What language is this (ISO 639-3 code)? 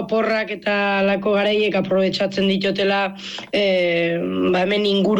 eus